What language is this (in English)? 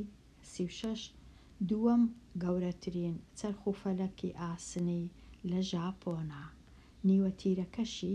Central Kurdish